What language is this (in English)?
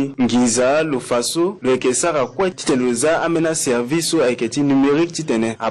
Sango